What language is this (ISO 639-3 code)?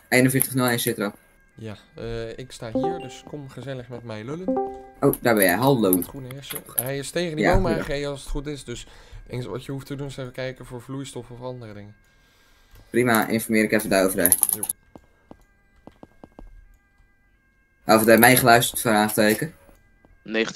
nld